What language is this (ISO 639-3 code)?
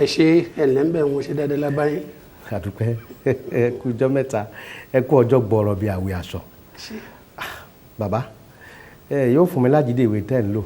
yor